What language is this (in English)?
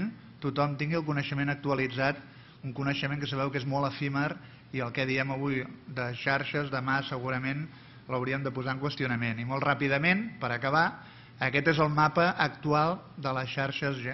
Catalan